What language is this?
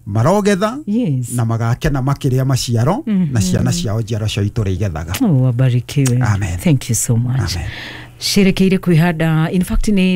Kikuyu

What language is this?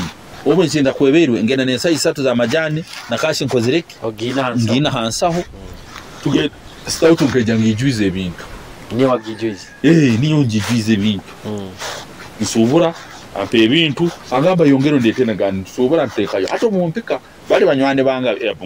Nyoro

